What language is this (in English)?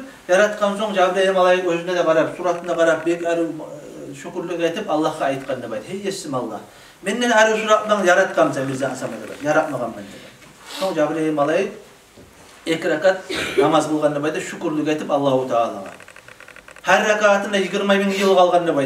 Kumyk